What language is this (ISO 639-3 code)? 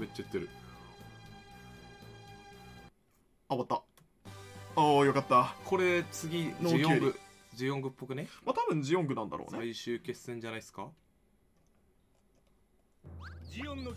jpn